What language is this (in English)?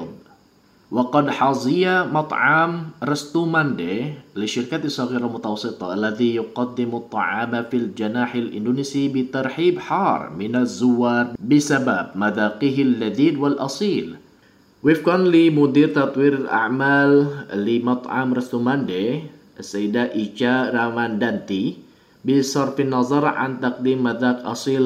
Arabic